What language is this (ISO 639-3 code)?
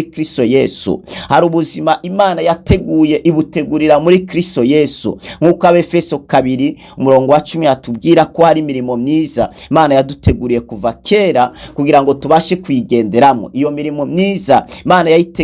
run